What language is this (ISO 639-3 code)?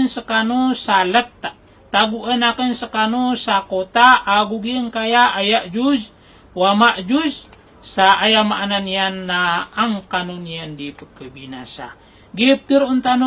mrw